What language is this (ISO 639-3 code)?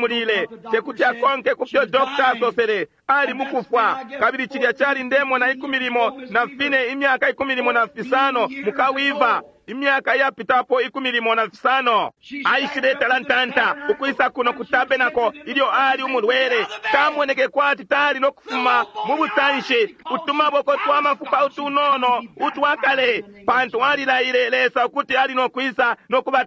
bem